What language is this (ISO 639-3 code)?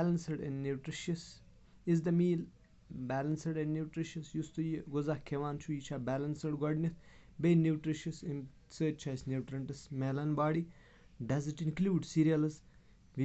kas